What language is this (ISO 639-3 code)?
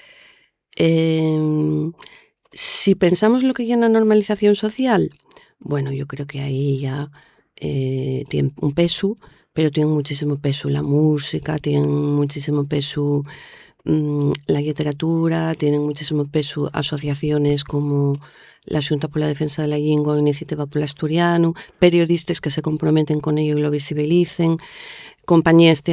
ast